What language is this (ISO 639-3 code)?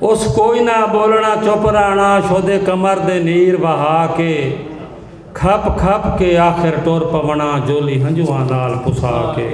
skr